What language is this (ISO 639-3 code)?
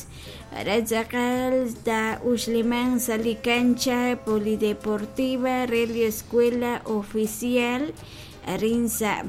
kek